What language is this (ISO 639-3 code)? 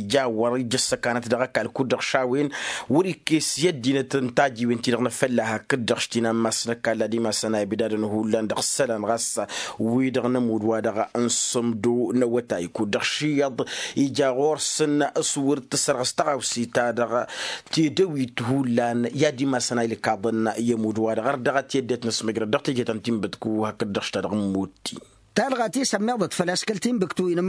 taq